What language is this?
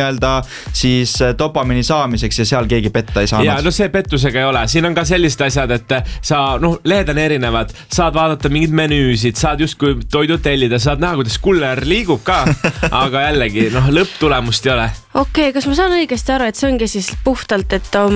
Estonian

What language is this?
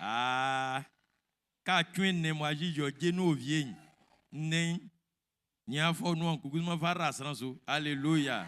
Baoulé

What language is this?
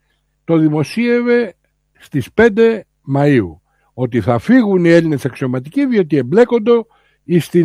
Greek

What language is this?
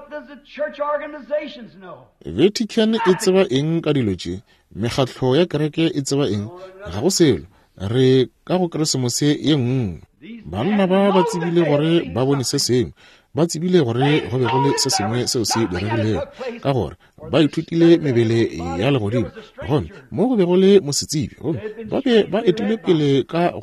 Northern Sotho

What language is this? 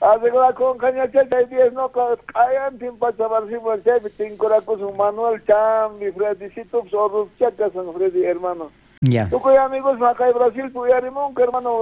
South Bolivian Quechua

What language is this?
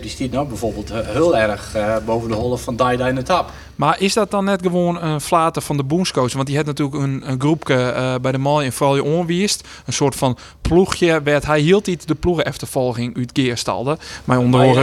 Western Frisian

